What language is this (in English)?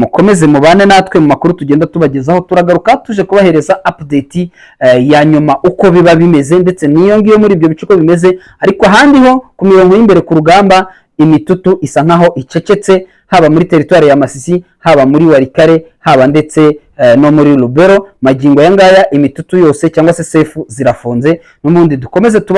Kinyarwanda